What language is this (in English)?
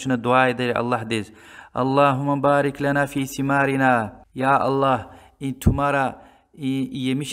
Lezghian